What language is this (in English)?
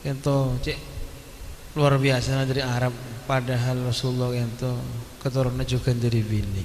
Madurese